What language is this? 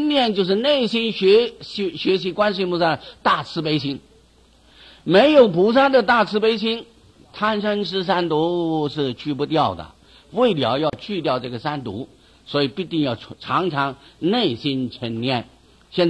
Chinese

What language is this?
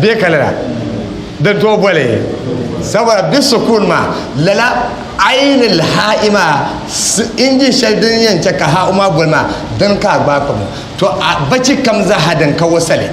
Dagbani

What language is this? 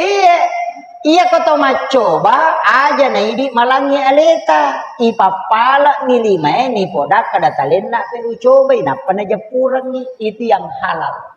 Buginese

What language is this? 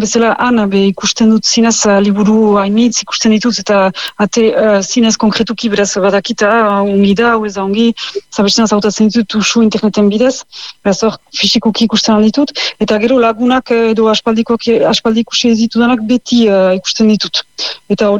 Basque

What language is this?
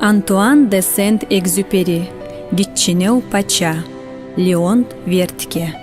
Kumyk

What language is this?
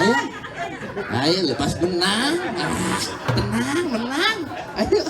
Betawi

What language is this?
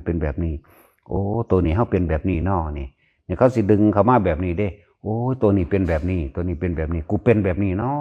Northeastern Thai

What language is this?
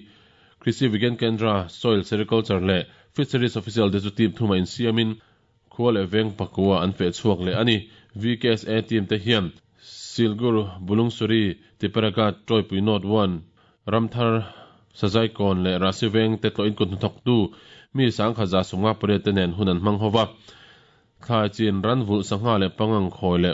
Mizo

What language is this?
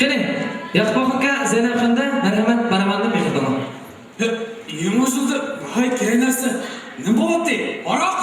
Uyghur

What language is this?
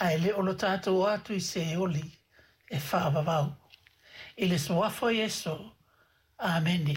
Samoan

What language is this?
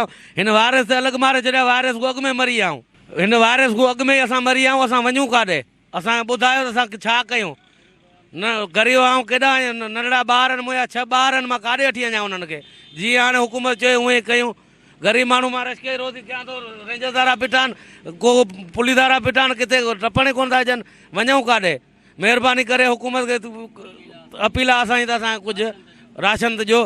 Sindhi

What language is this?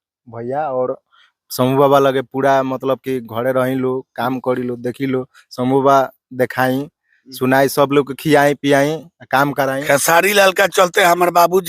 Bhojpuri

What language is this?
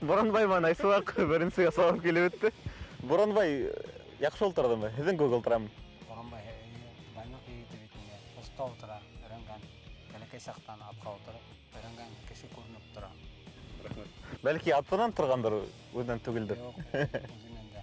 Bashkir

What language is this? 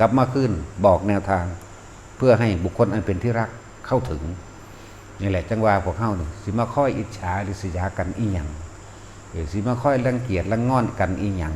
Northeastern Thai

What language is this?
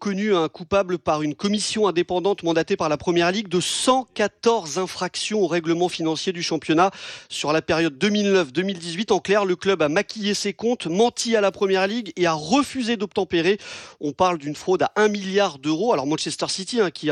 French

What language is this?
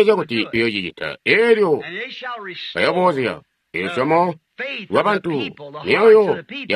Tonga (Zambia)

